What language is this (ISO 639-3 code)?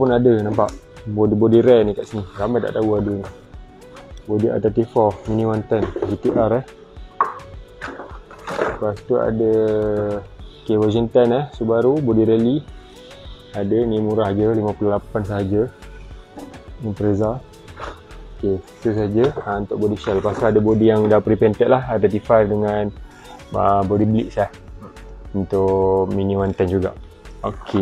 msa